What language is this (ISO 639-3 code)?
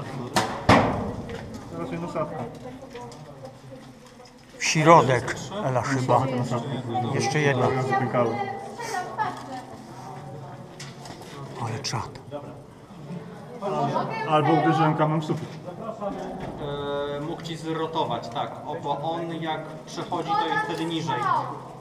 pol